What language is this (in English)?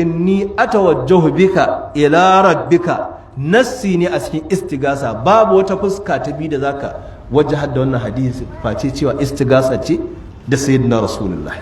Hausa